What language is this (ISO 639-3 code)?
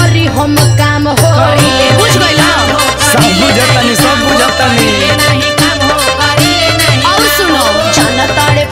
bho